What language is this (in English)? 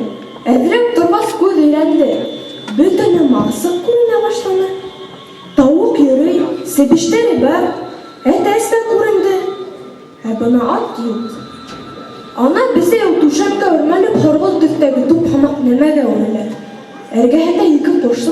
Bashkir